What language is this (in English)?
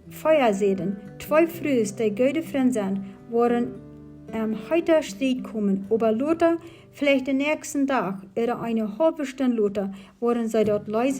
Plautdietsch